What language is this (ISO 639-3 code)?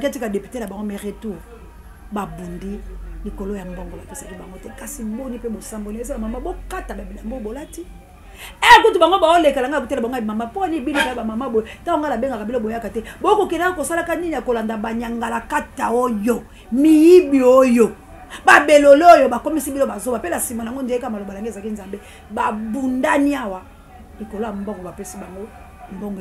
lin